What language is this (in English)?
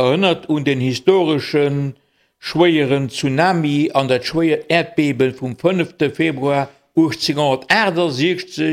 Luxembourgish